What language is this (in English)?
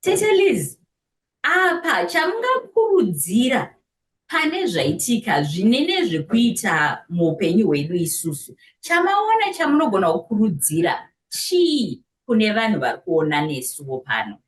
Shona